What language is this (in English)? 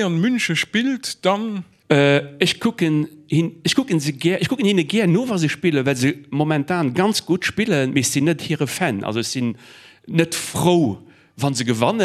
Luxembourgish